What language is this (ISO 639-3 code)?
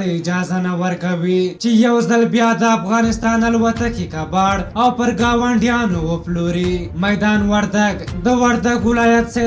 pus